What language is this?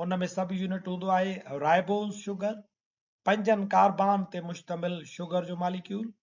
Sindhi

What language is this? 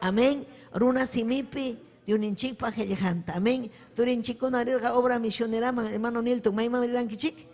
Ayacucho Quechua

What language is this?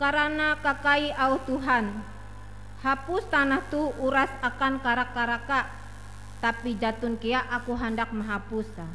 Ngaju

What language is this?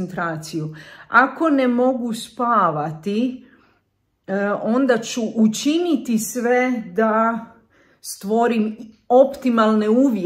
Croatian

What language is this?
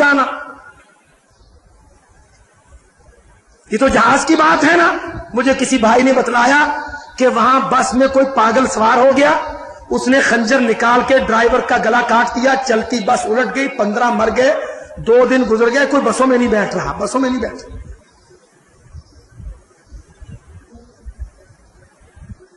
Urdu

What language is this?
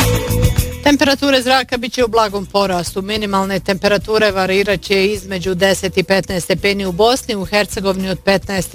Bosnian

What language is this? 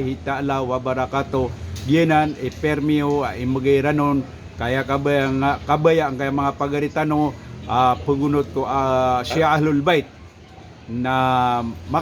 Maranao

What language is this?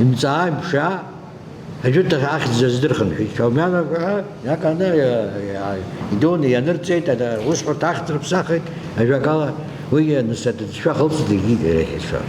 Abkhazian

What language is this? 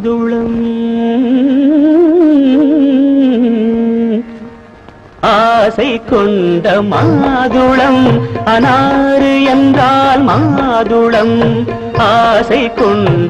Tamil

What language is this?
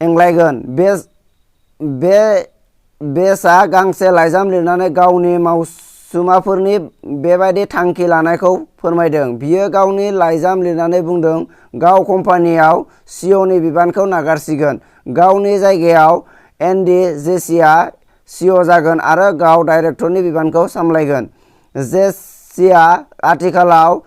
Bodo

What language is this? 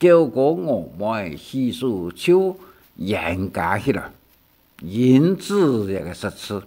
Hakka Chinese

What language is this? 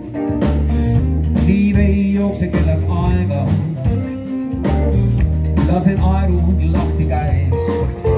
Estonian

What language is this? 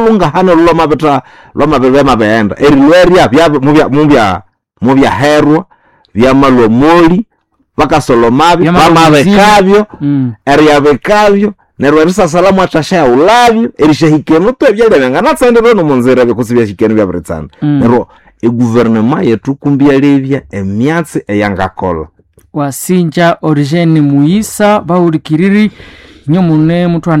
Nande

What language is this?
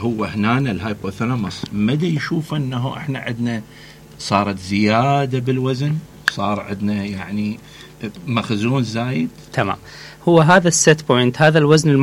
Mesopotamian Arabic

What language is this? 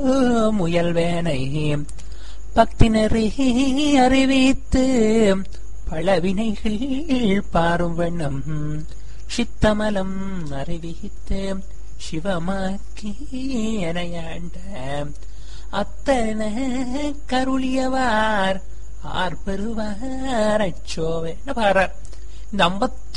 Tamil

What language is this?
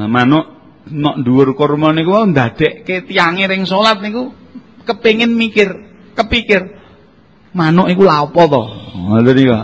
Javanese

